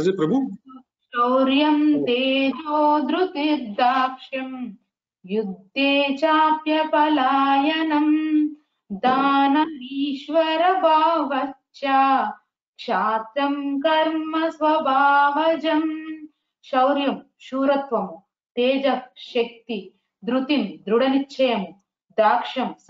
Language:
Telugu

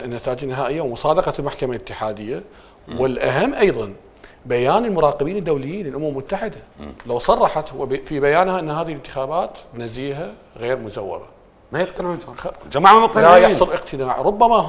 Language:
Mesopotamian Arabic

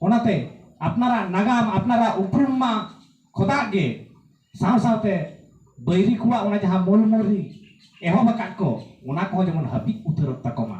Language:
Santali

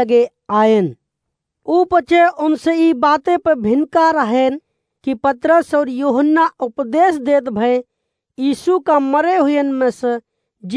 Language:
Awadhi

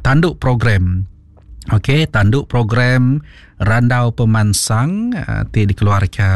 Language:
Iban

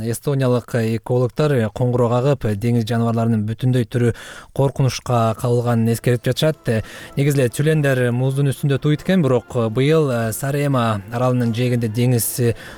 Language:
Kyrgyz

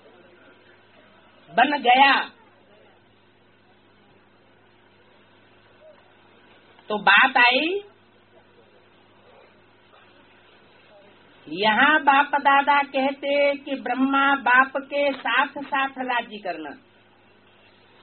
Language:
Hindi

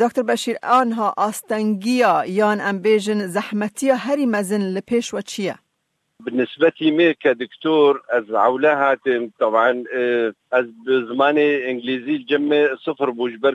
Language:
Kurdish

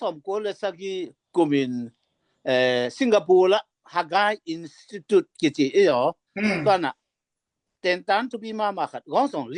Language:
Tedim Chin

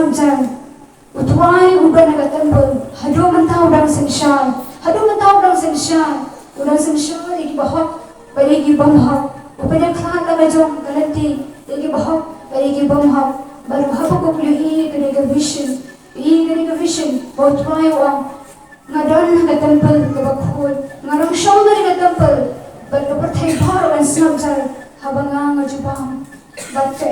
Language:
Khasi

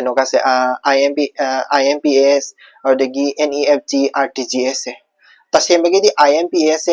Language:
Manipuri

